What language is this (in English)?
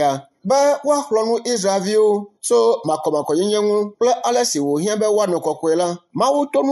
Ewe